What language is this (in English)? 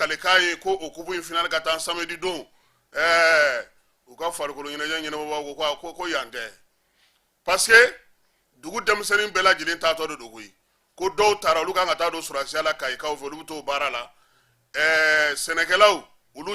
Bambara